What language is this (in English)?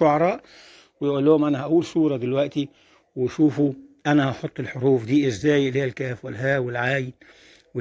Egyptian Arabic